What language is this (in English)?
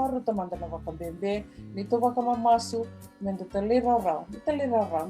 Fijian